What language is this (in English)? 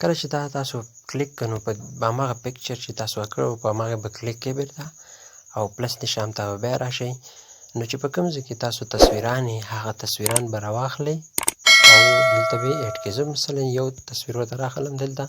Pashto